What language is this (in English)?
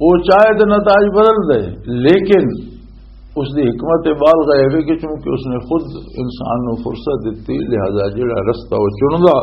Western Panjabi